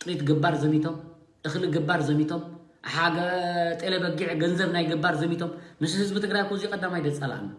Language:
Tigrinya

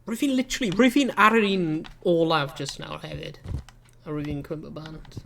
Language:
Welsh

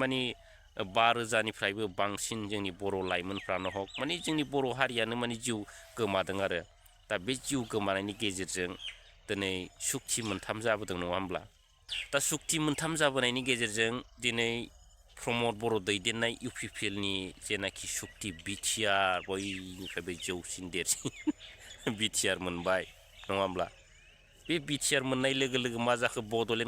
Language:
Bodo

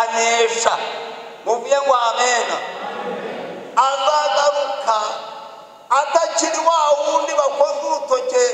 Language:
Kinyarwanda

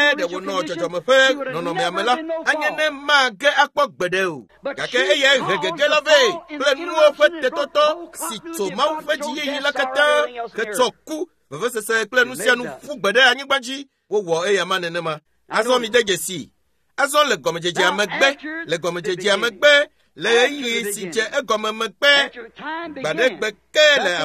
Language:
Ewe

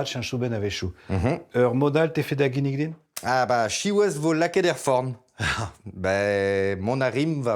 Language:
Breton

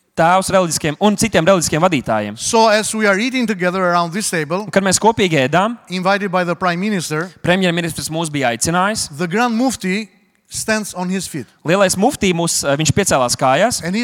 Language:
Latvian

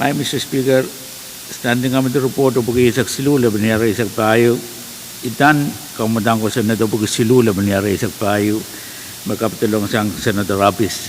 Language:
Pohnpeian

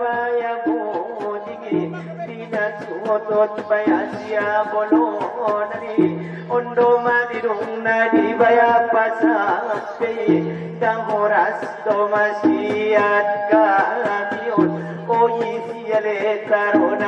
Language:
Batak Angkola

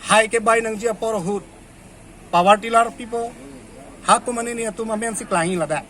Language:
Karbi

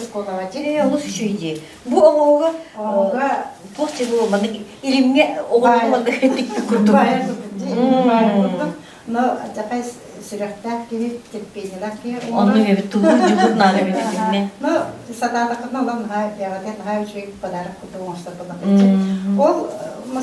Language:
Yakut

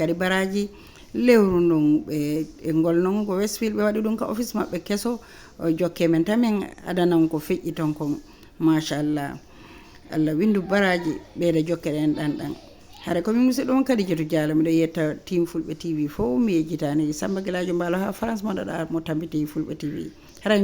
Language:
Fula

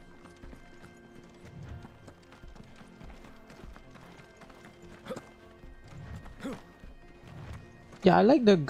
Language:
Japanese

